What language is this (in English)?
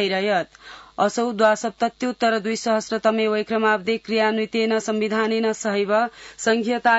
Sanskrit